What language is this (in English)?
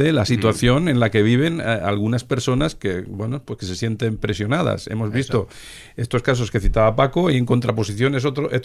Spanish